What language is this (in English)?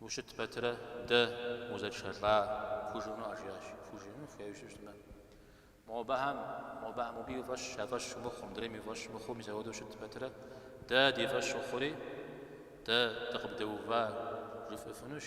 Kabardian